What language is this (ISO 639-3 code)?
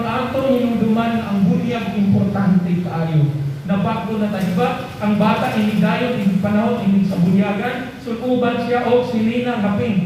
ceb